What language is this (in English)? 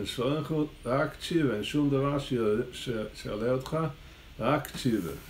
Hebrew